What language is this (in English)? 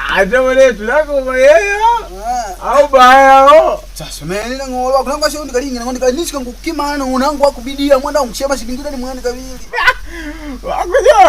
Makonde